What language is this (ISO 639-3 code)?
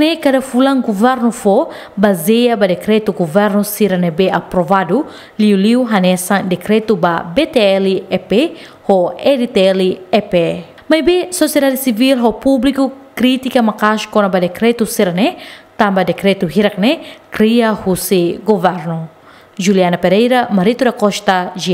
tet